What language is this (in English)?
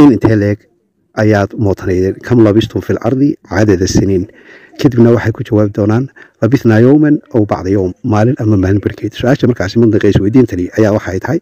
Somali